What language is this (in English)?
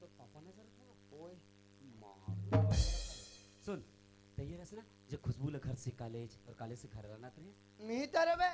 Chhattisgarhi